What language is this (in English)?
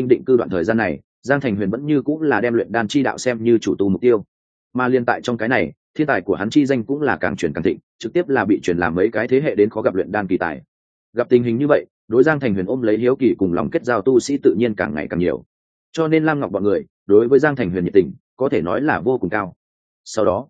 Vietnamese